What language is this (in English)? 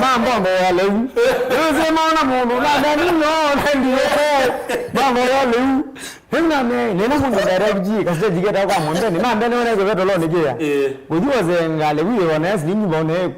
Kamba